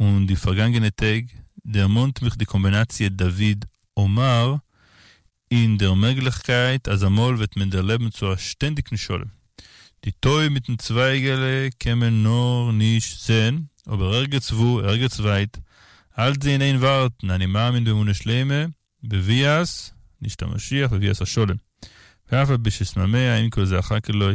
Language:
Yiddish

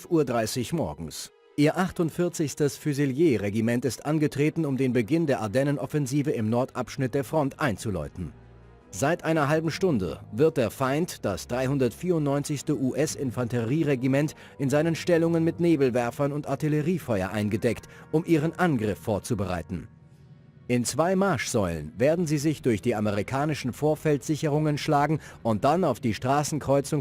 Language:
Bavarian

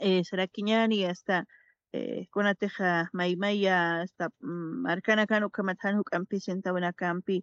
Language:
Aymara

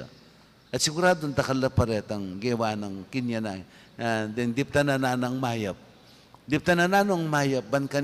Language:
Pampanga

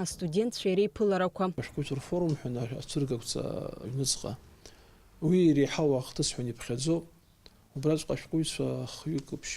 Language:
Abkhazian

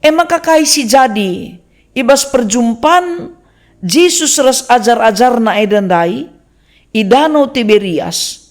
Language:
Batak Karo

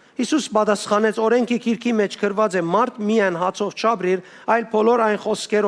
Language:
Western Armenian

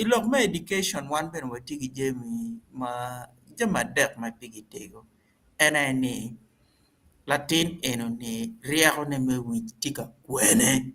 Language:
Acoli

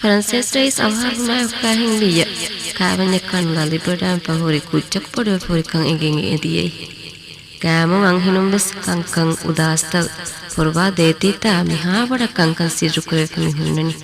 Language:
Divehi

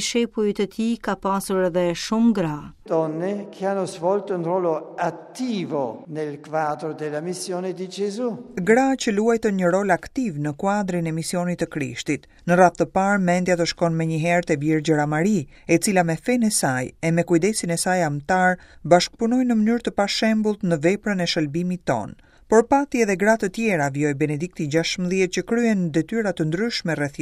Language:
Albanian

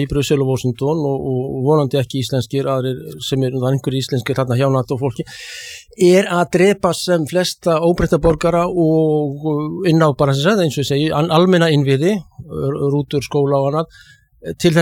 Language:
Icelandic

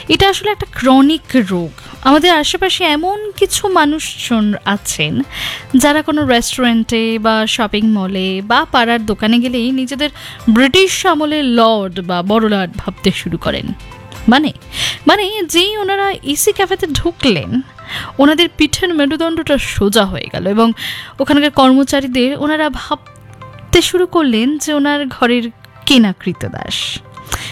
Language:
Bangla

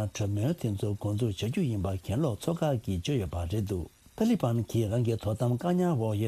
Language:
Tibetan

